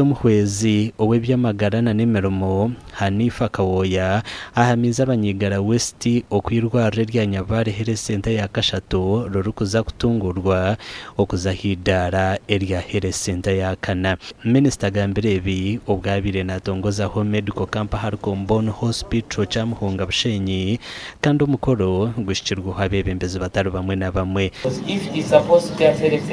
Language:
Nyankole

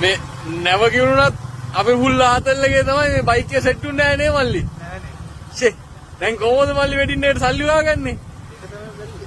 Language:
Sinhala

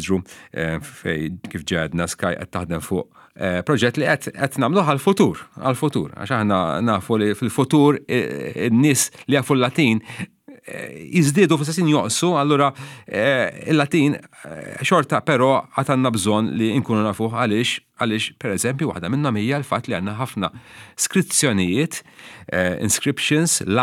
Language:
Maltese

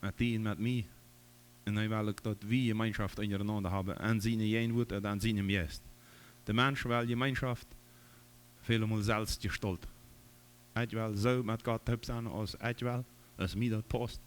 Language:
Plautdietsch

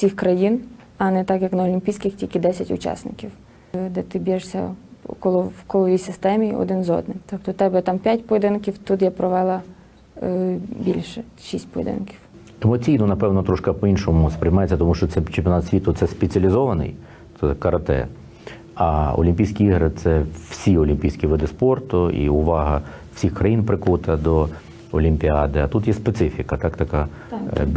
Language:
Ukrainian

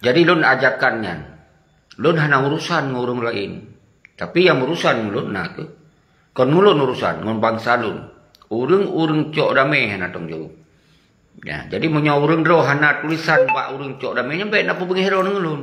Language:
Achinese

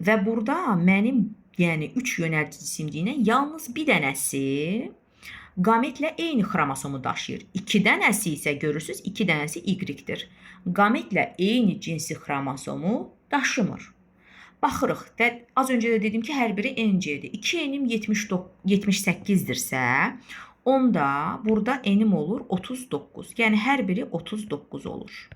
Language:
Azerbaijani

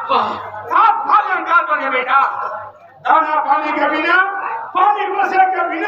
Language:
Chhattisgarhi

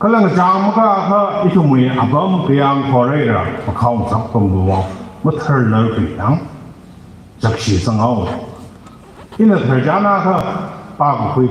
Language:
Tangkhul Naga (India)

